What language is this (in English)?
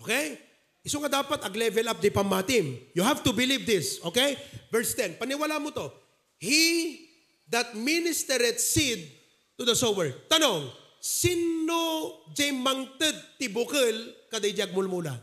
Iloko